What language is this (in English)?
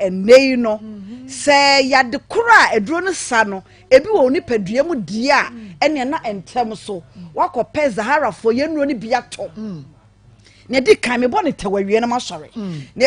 Akan